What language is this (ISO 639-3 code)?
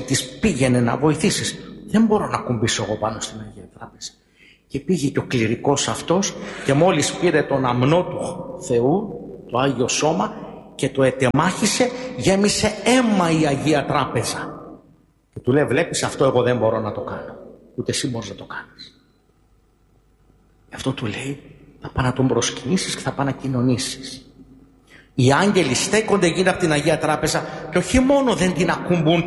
ell